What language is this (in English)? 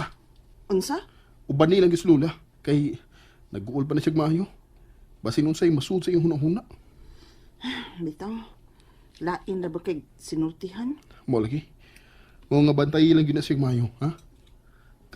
Cebuano